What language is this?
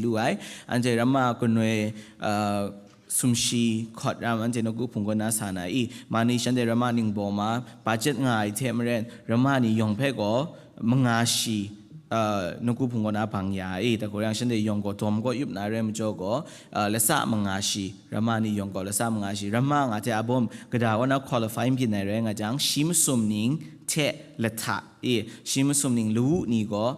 Kachin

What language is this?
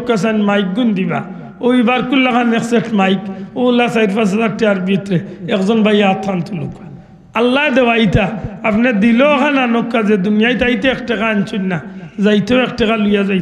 Sylheti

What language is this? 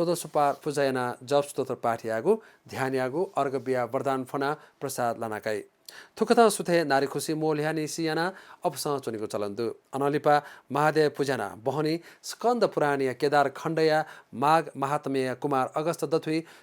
Newari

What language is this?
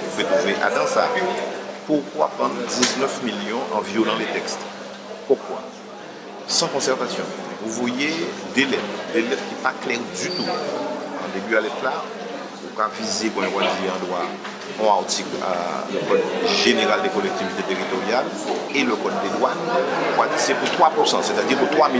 Guadeloupean Creole French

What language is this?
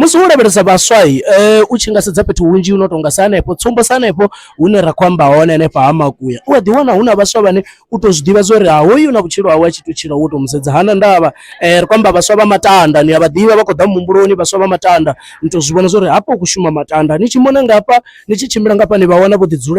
Venda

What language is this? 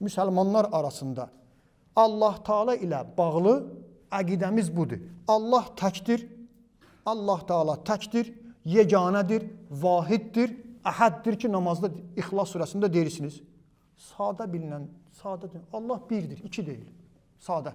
Azerbaijani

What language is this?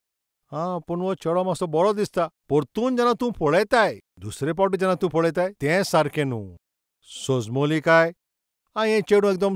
Konkani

